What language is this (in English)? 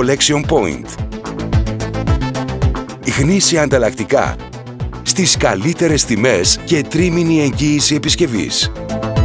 Greek